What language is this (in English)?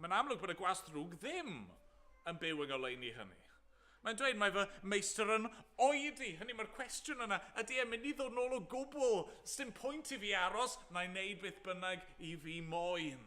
Welsh